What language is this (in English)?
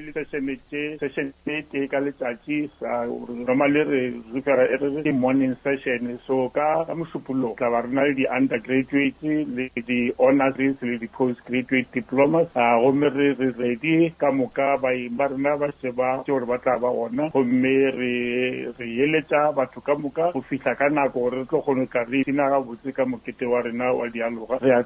Northern Sotho